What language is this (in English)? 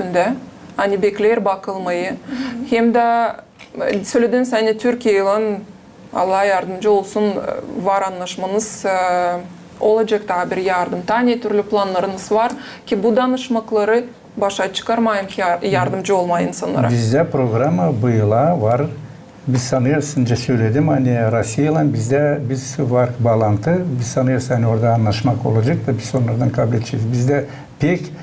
Gagauz